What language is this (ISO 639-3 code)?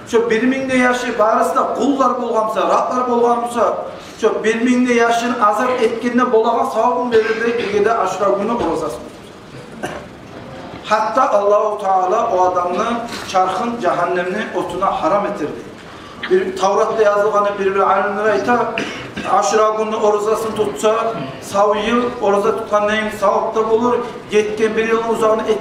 kum